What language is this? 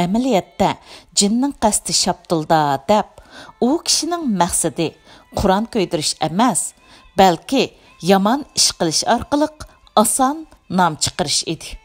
Uyghur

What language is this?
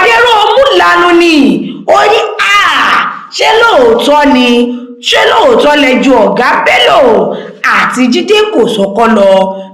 Yoruba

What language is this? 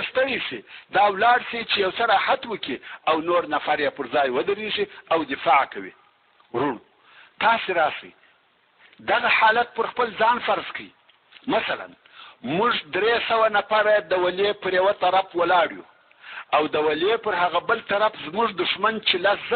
Pashto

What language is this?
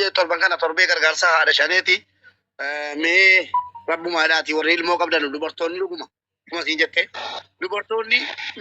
Oromo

